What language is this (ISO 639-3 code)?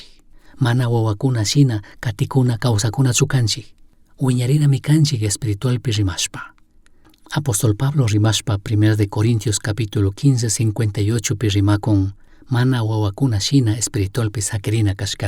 qug